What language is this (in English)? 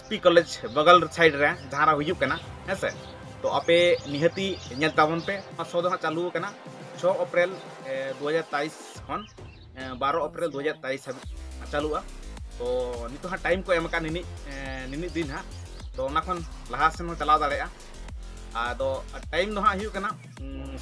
Santali